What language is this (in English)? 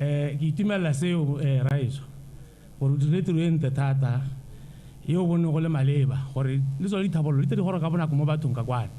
Tswana